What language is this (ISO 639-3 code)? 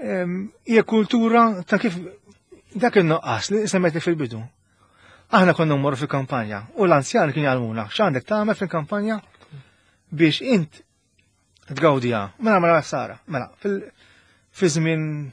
mlt